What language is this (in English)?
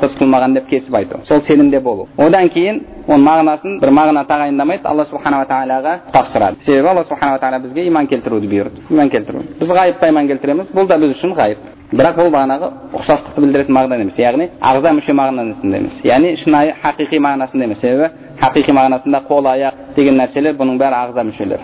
Kazakh